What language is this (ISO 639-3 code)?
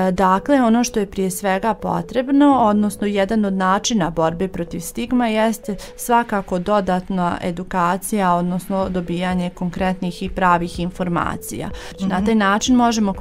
bos